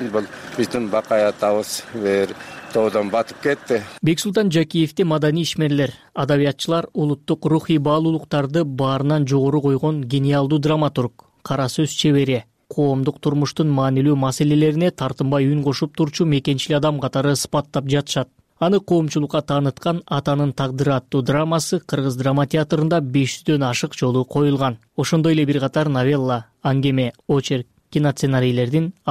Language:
Kyrgyz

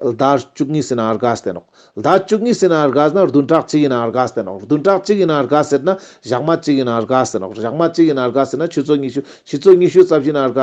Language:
Ladakhi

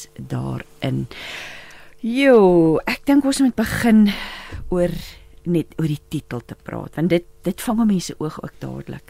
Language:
Afrikaans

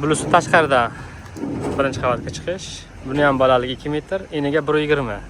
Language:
Uzbek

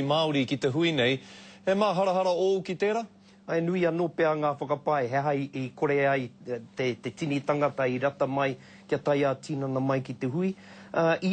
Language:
Māori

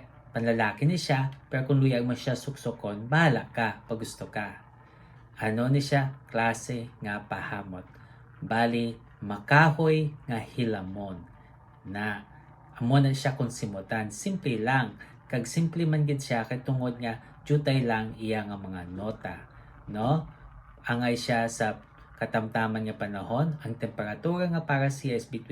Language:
Hiligaynon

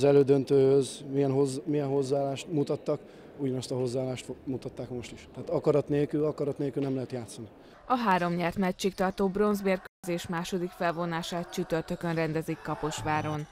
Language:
Hungarian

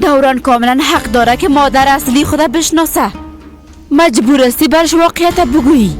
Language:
Persian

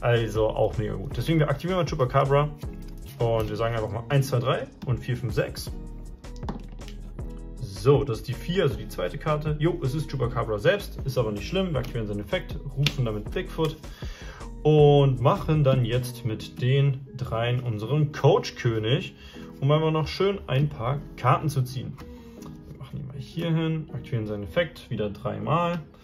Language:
German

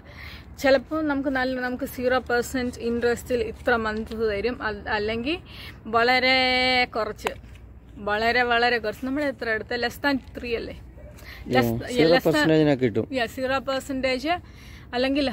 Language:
Malayalam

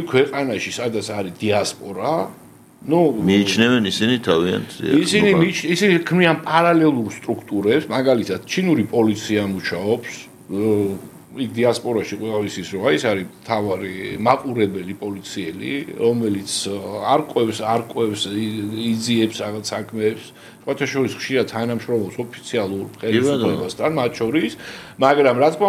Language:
Georgian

